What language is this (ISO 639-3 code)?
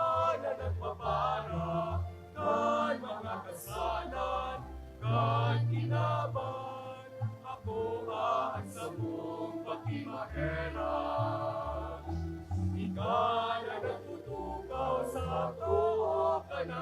bik